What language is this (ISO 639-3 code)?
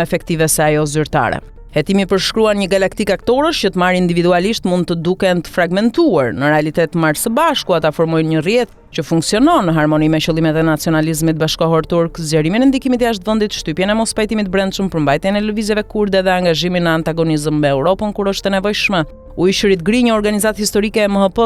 sqi